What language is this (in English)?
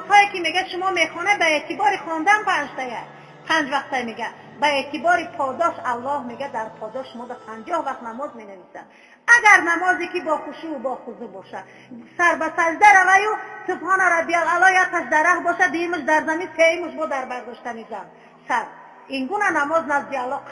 Tajik